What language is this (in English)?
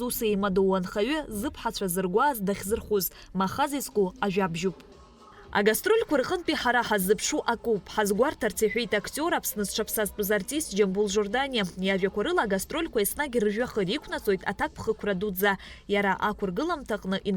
Abkhazian